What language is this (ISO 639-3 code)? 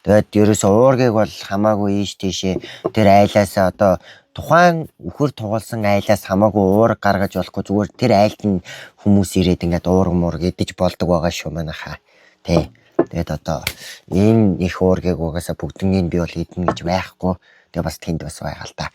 mon